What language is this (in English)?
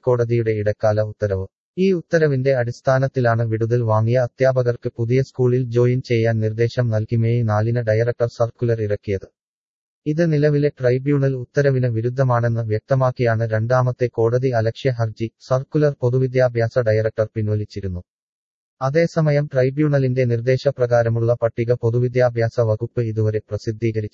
Malayalam